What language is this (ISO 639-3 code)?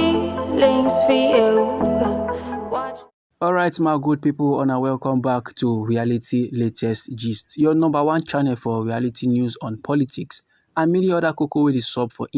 pcm